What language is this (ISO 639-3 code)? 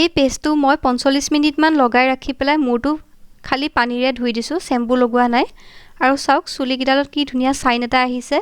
asm